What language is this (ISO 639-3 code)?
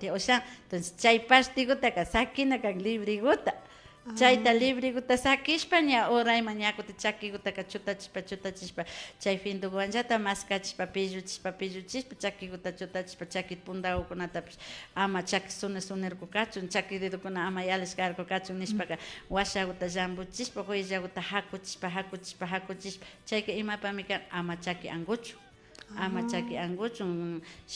qvi